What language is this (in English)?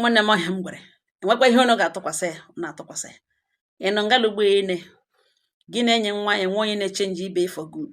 Igbo